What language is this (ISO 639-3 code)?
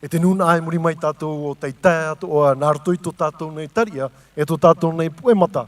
tah